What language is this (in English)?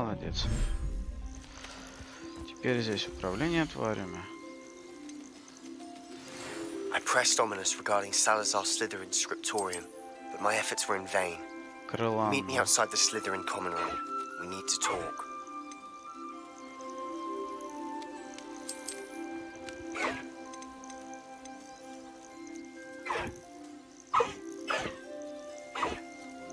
Russian